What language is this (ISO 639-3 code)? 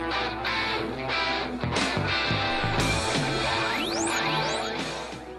isl